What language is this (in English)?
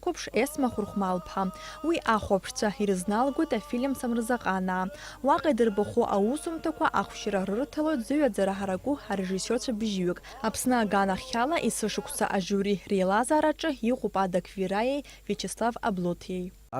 Abkhazian